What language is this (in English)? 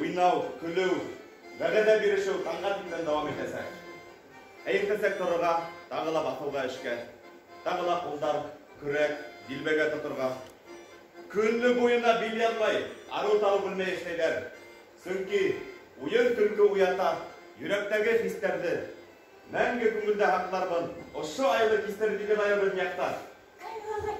Bashkir